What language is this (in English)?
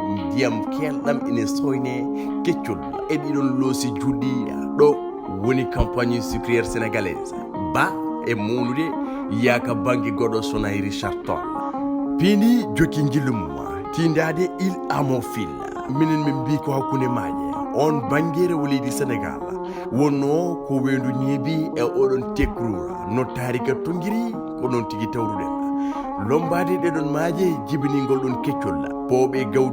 Fula